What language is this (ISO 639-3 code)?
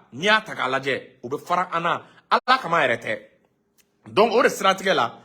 bam